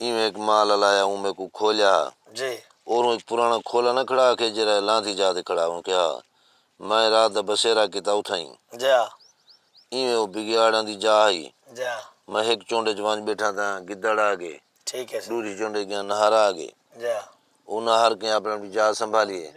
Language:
Saraiki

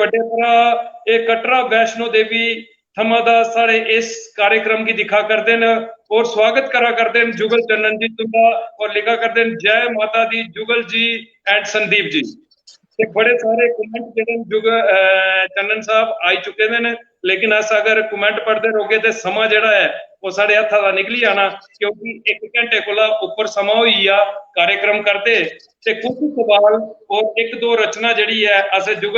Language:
Dogri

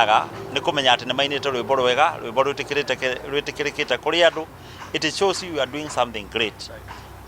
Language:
Kikuyu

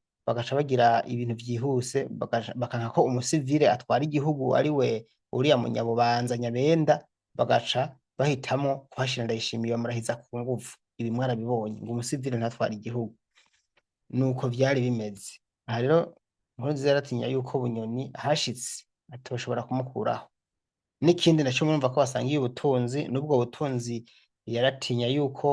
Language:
Rundi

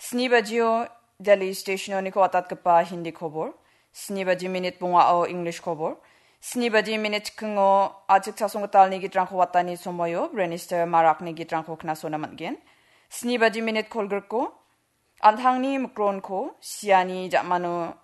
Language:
Garo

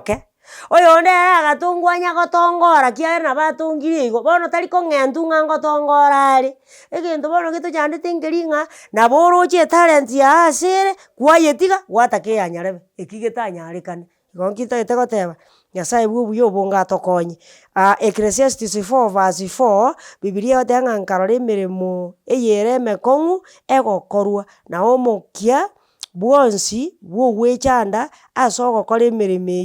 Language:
Gusii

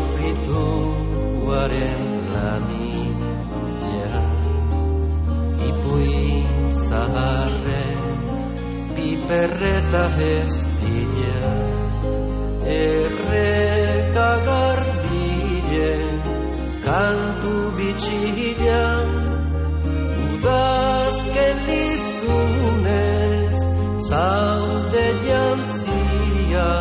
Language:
Basque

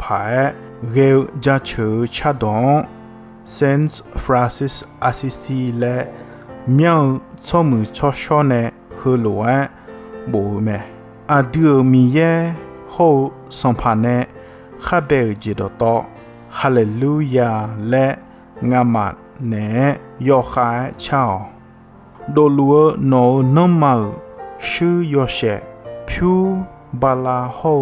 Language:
Akha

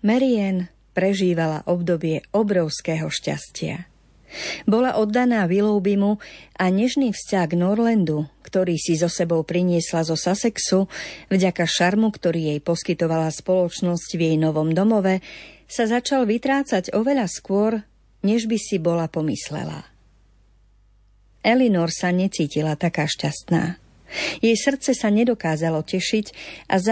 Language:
Slovak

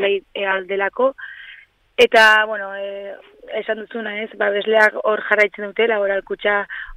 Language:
Basque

